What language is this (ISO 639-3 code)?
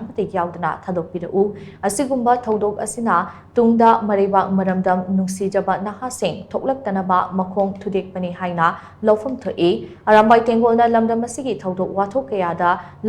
mni